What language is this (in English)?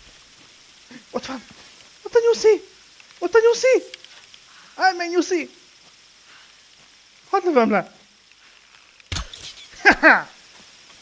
Hungarian